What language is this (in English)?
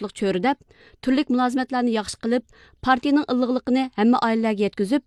Uyghur